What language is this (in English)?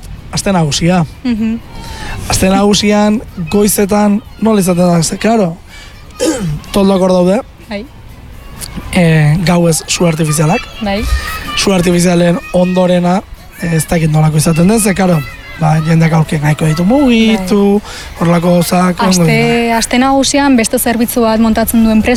Basque